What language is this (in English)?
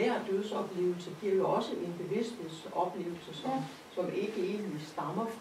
Danish